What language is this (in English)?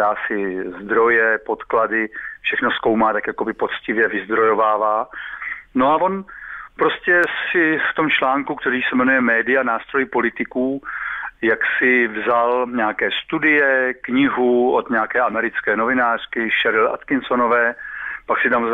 Czech